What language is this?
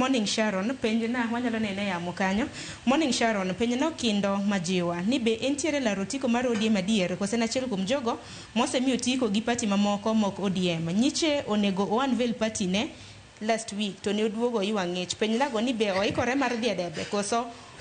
Luo (Kenya and Tanzania)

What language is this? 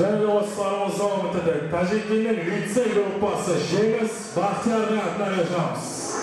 Kara-Kalpak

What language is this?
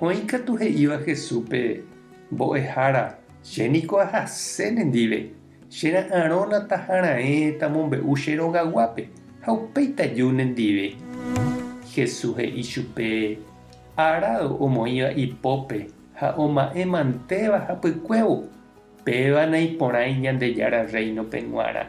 Guarani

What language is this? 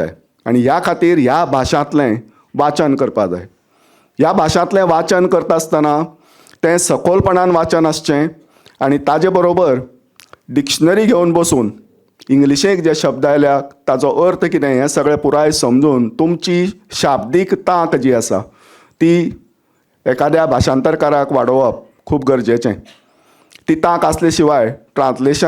Konkani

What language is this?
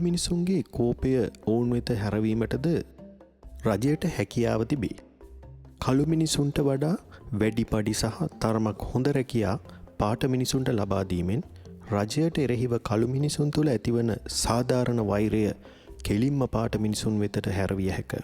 Sinhala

